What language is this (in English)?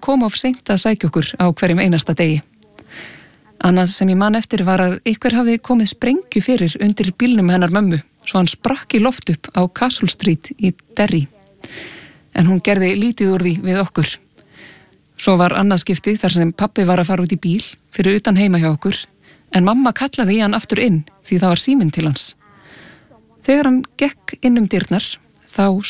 Icelandic